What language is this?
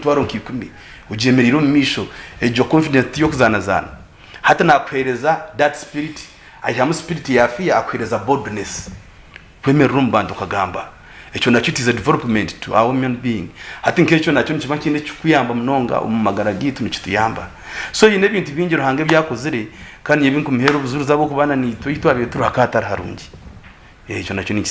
Nyankole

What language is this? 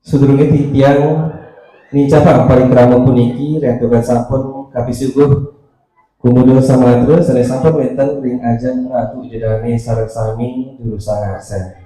Balinese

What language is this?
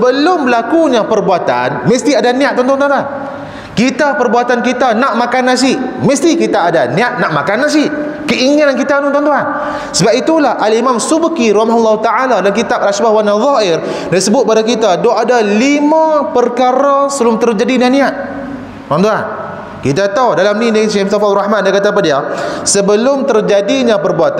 Malay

